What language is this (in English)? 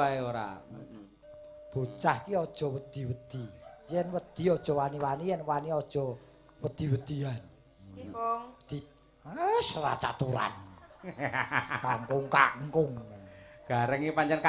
Javanese